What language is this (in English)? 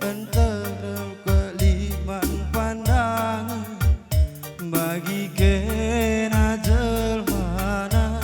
Batak Karo